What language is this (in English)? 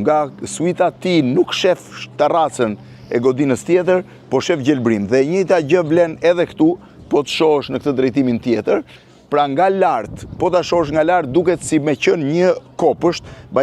Albanian